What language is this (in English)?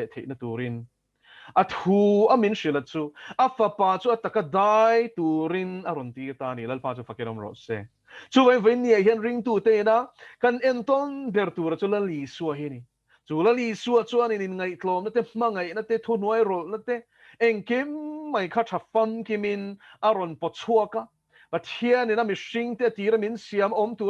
Mizo